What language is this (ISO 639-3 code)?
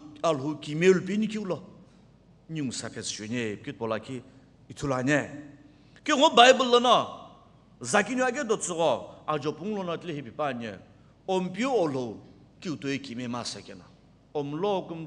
nsm